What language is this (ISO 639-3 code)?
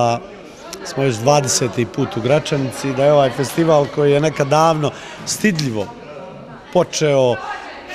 bos